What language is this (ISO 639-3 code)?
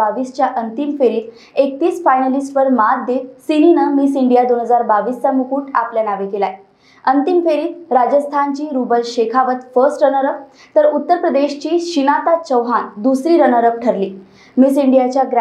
mar